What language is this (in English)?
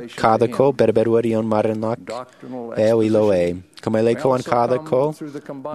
Marshallese